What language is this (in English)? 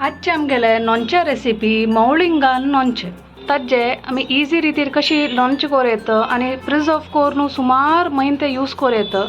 Konkani